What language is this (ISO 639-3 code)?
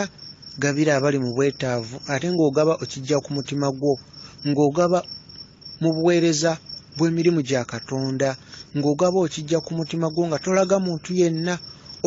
lug